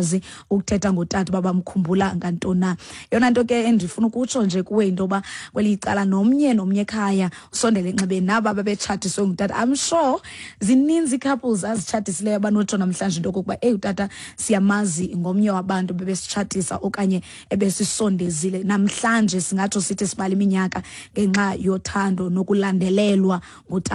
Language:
Xhosa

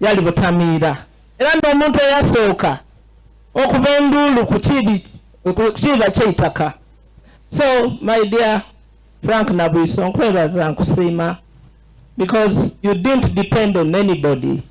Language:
Soga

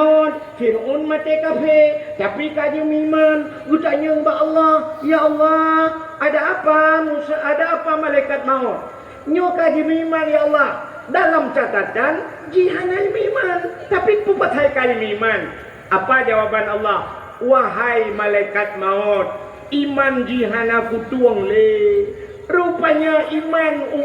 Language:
Achinese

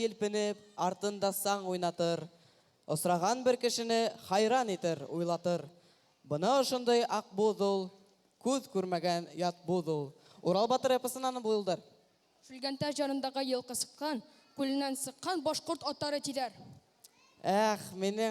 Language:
Bashkir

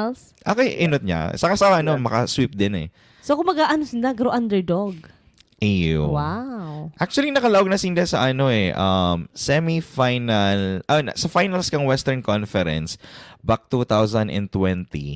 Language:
Bikol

